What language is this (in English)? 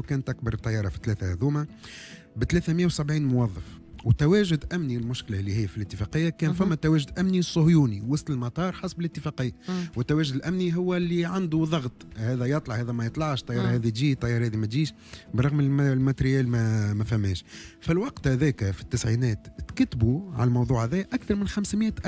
Tunisian Arabic